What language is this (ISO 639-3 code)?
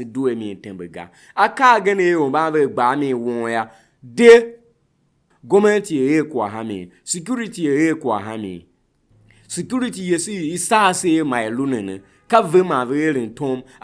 tiv